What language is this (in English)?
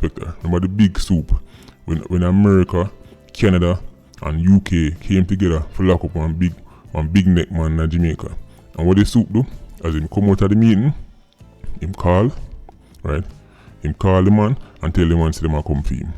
Jamaican Creole English